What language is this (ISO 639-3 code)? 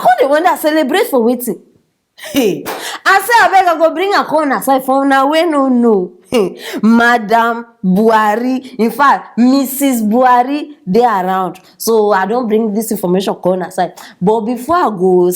pcm